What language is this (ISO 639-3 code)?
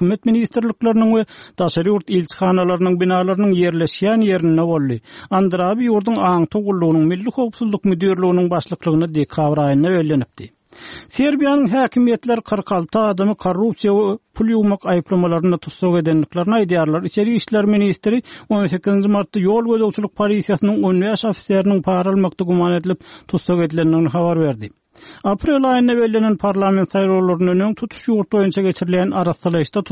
tuk